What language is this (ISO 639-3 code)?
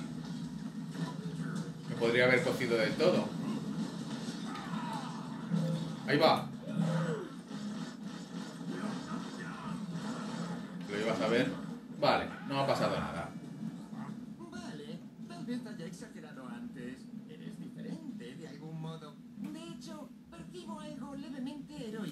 spa